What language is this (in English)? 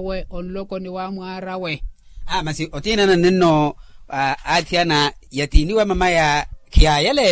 Makhuwa